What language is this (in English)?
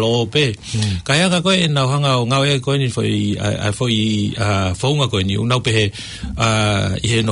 Tongan